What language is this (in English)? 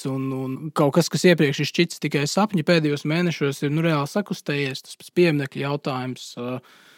Latvian